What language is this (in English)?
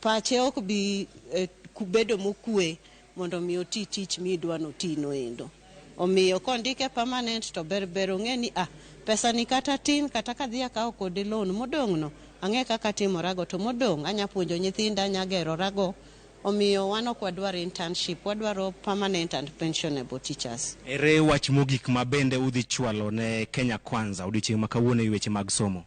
Luo (Kenya and Tanzania)